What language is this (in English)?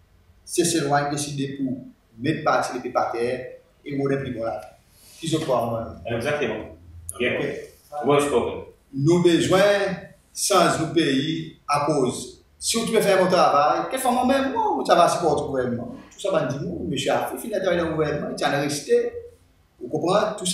Seselwa Creole French